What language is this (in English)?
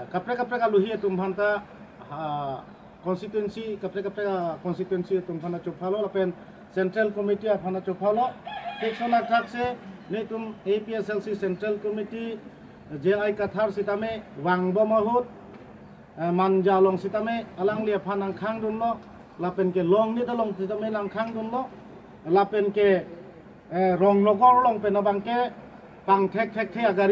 Karbi